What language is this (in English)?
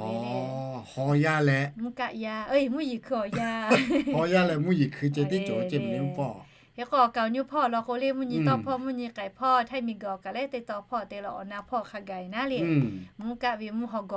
Lahu